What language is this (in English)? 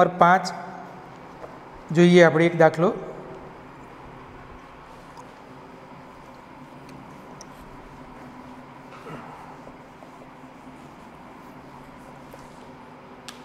Gujarati